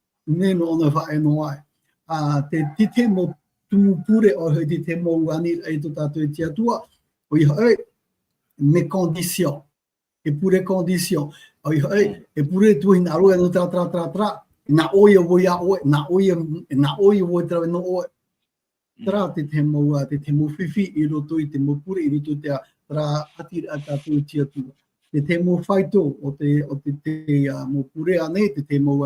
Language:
Tahitian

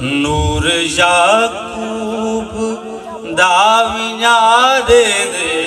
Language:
Saraiki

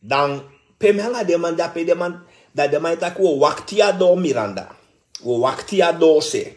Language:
Sranan Tongo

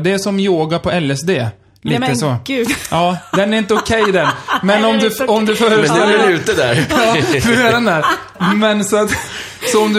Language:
Swedish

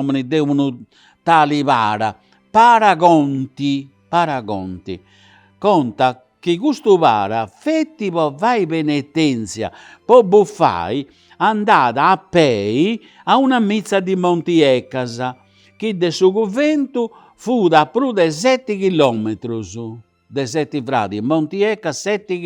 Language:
Sardinian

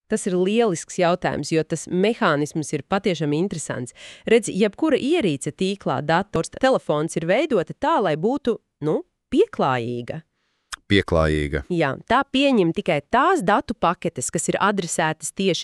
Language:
Latvian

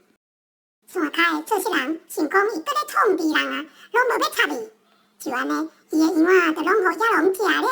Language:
Min Nan Chinese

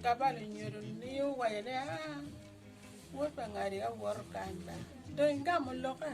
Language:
Acoli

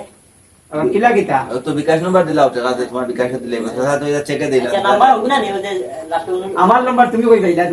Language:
Sylheti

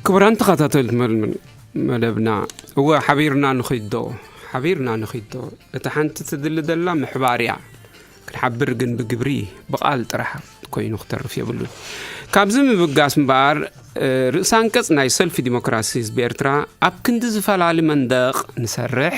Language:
Tigrinya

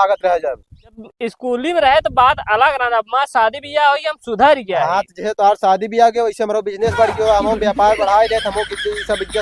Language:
Awadhi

